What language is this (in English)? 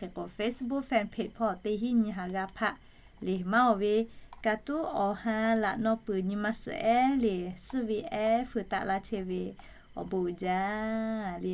Lahu